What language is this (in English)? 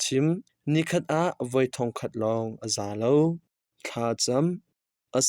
Hakha Chin